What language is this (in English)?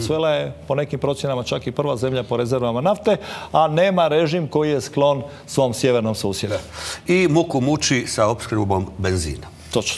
Croatian